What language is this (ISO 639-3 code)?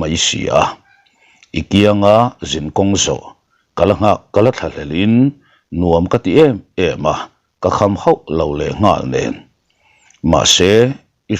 lus